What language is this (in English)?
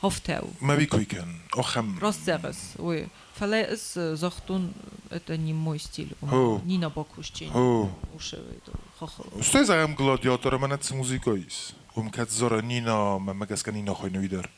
Ossetic